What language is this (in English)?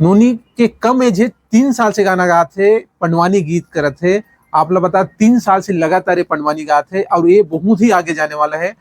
Chhattisgarhi